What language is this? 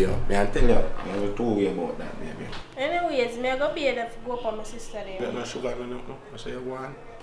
Jamaican Creole English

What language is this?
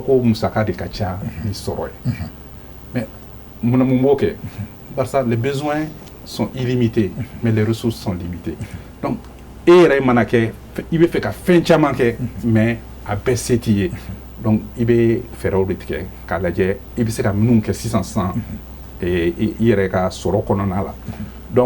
Bambara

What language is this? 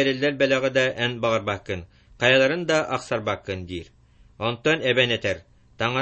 Yakut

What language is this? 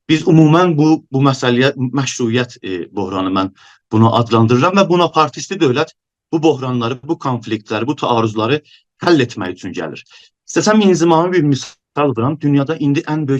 South Azerbaijani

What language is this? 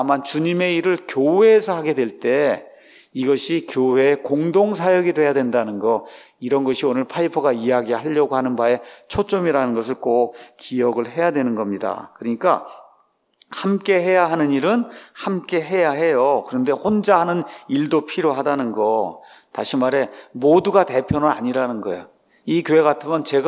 Korean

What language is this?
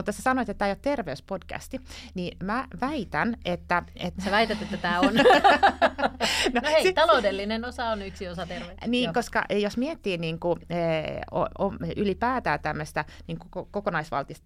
Finnish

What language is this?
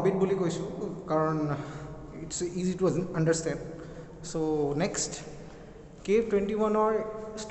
Assamese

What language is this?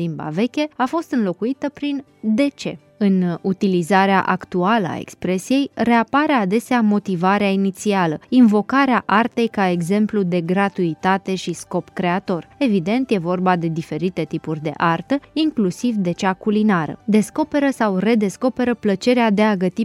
Romanian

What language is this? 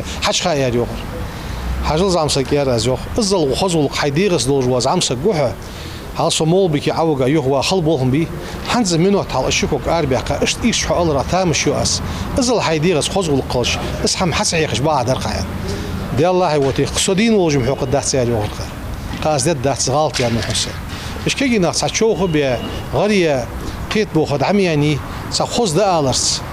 Ingush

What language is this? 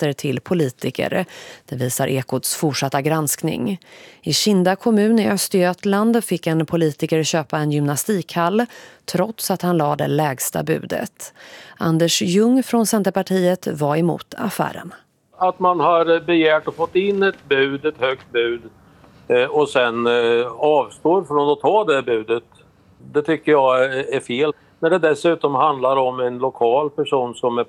Swedish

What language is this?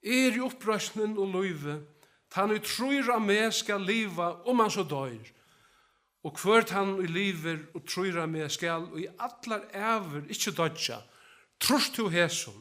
Faroese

